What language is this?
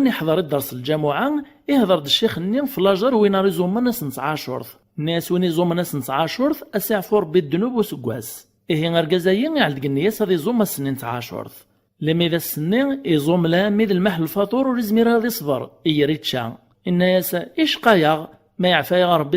Kabyle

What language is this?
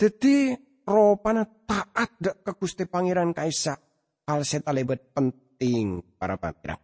Madurese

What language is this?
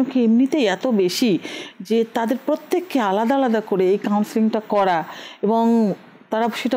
Bangla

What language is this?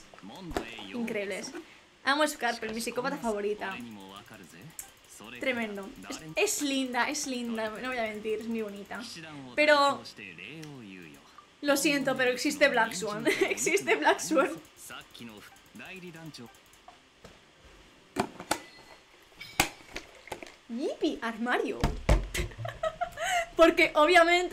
Spanish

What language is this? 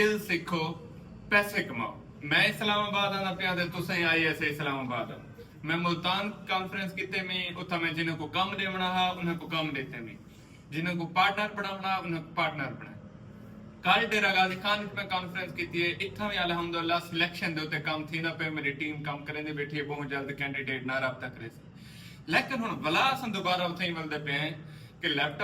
Saraiki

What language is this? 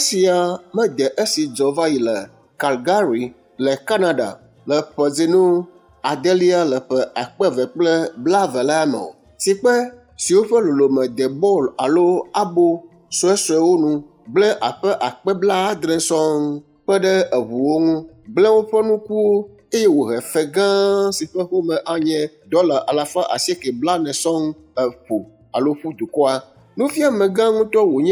Ewe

